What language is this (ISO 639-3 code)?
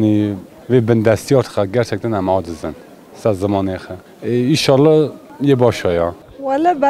kur